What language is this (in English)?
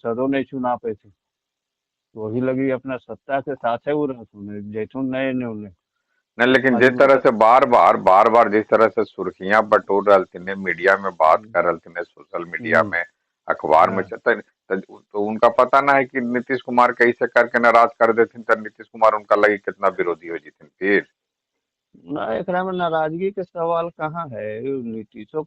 Magahi